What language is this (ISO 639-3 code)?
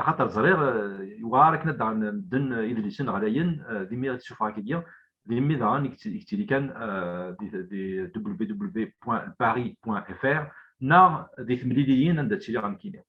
kab